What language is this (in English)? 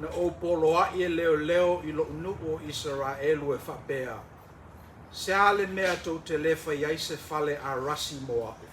Samoan